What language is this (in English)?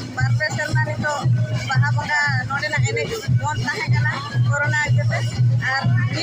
Santali